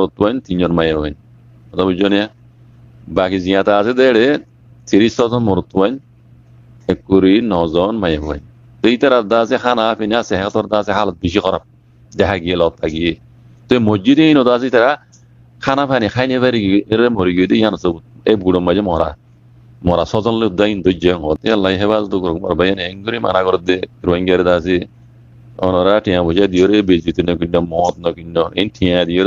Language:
Rohingya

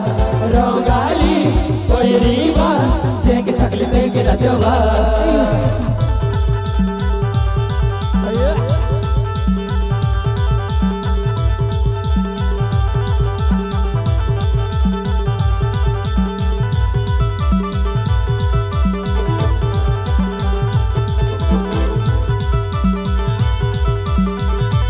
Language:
Bhojpuri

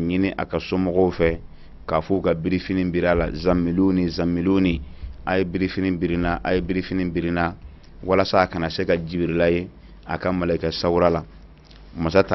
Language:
Bambara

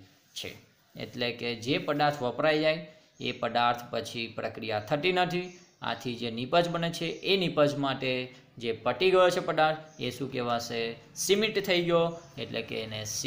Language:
Gujarati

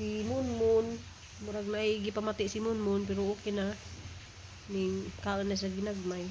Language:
Cebuano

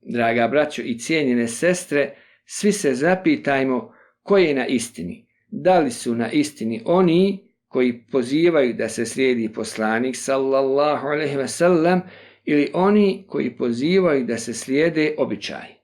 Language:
Bosnian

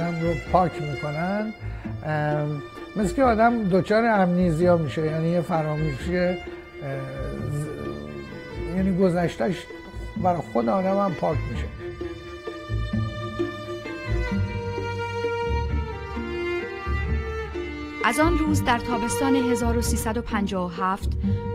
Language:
Persian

